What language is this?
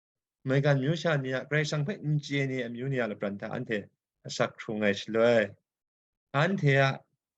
Kachin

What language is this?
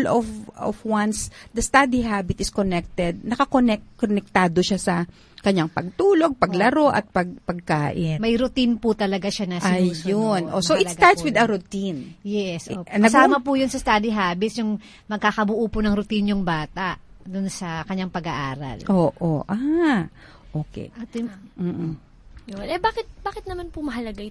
Filipino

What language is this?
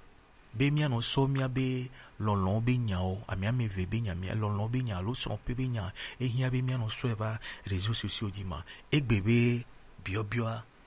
Gen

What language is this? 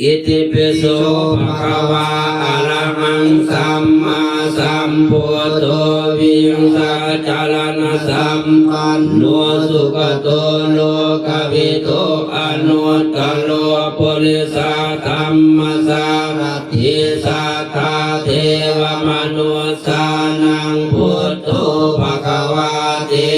Pali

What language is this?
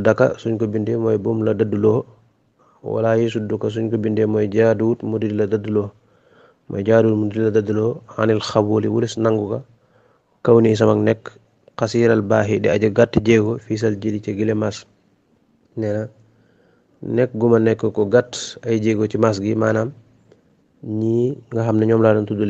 Wolof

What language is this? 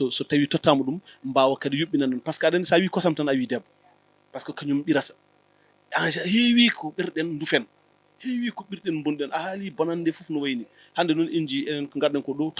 Fula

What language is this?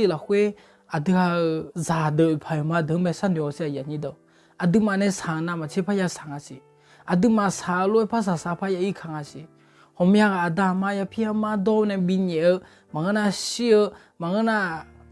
Akha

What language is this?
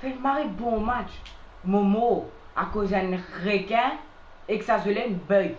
Morisyen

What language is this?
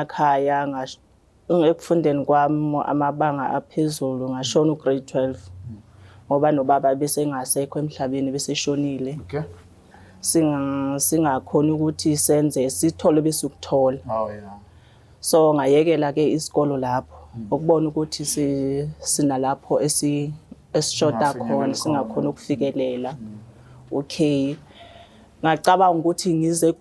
Zulu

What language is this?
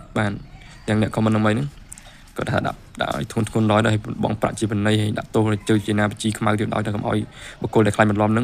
Khmer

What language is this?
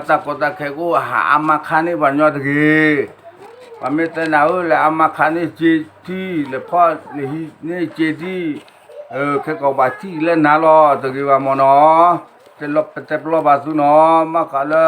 S'gaw Karen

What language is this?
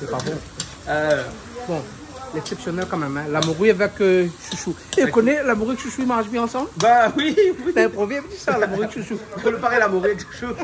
Réunion Creole French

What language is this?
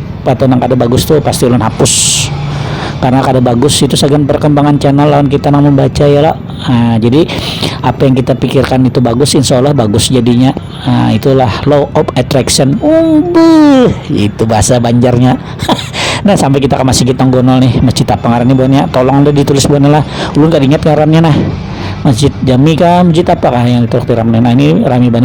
Banjar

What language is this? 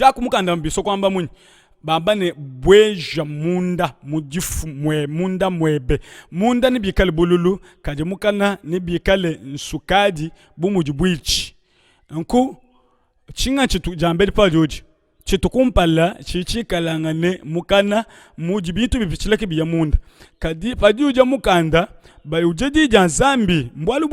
Luba-Lulua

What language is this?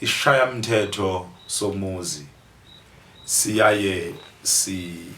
Zulu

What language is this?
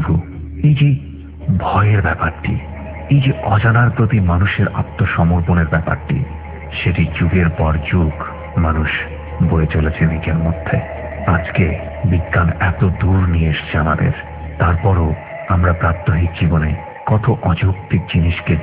Bangla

